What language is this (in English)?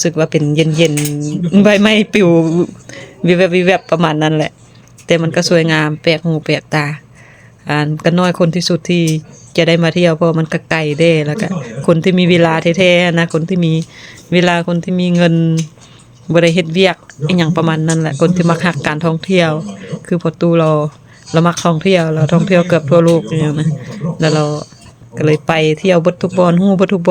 Lao